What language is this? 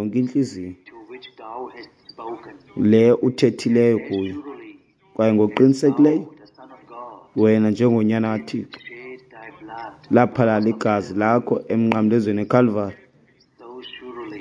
Xhosa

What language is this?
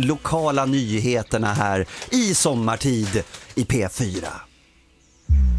Swedish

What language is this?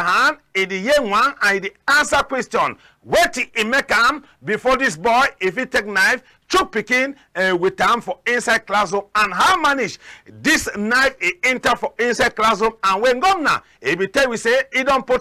Cameroon Pidgin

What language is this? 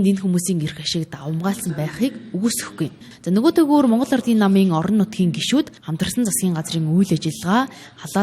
Mongolian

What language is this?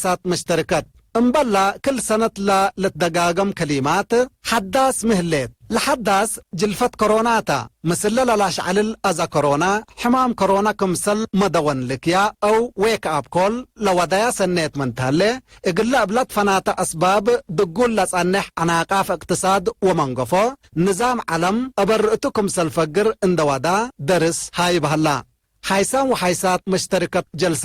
Tigre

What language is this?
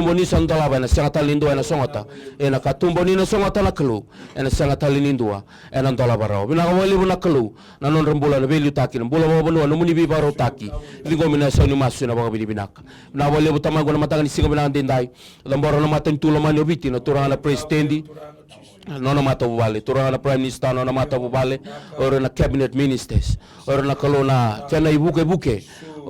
Fijian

